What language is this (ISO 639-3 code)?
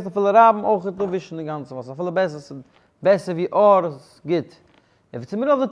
yid